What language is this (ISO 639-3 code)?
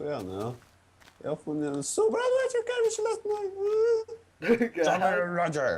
fao